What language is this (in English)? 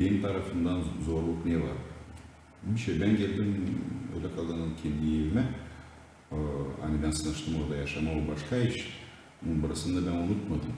Gagauz